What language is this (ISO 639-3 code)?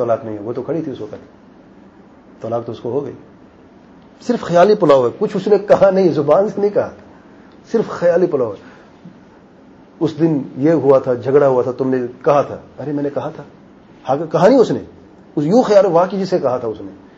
urd